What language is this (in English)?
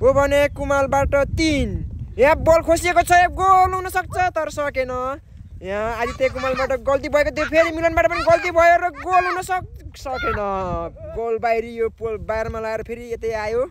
Nepali